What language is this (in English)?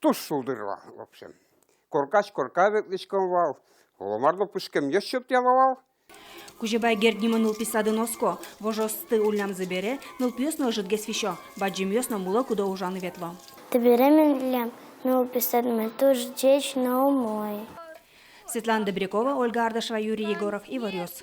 Udmurt